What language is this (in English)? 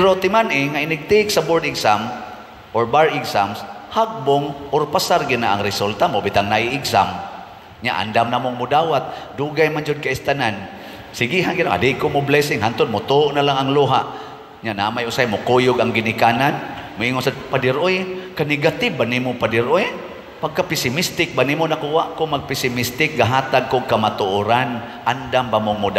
Cebuano